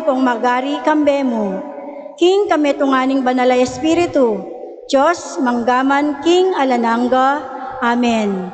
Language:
Pampanga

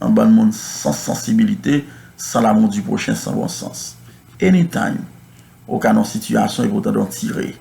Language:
Haitian Creole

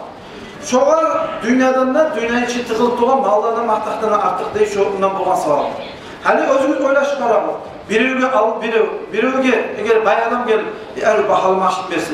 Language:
Kumyk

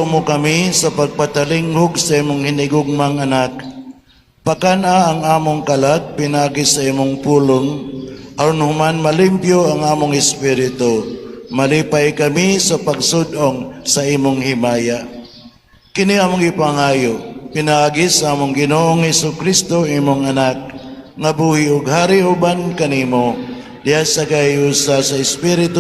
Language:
Cebuano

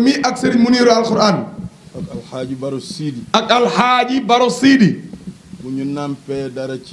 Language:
Wolof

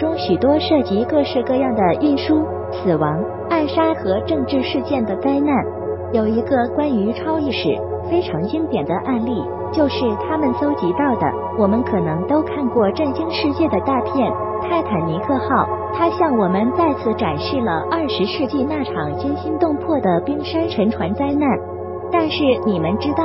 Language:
Chinese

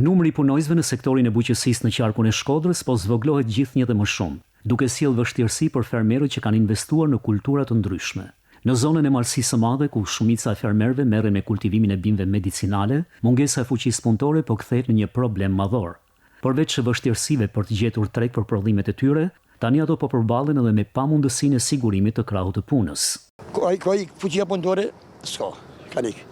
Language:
Albanian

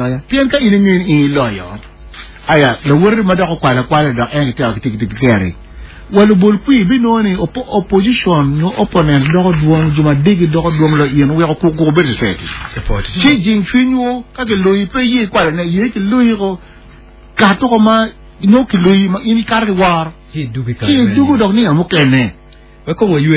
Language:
Acoli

